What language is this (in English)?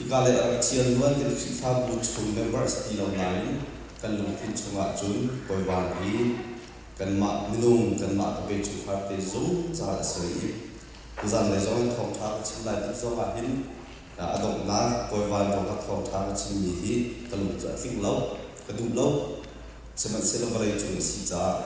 Hakha Chin